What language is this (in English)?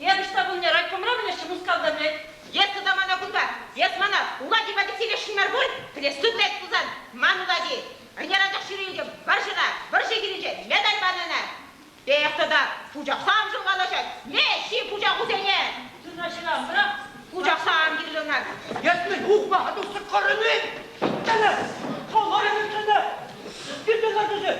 Chuvash